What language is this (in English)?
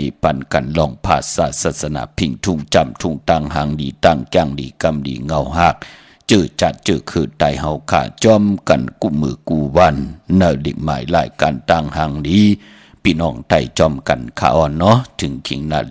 Shan